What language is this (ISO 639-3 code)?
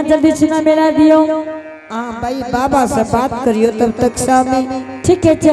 anp